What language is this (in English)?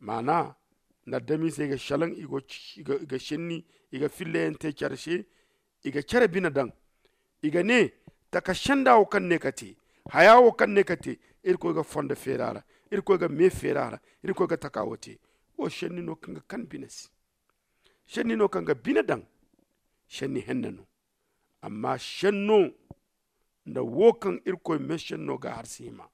Zarma